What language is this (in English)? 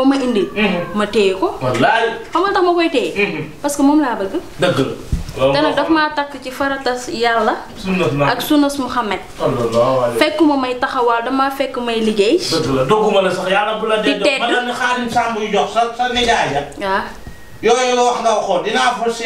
Wolof